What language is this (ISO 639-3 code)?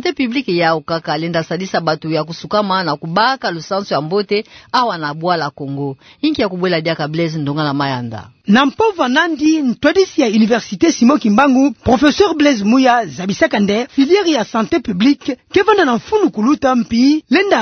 ktu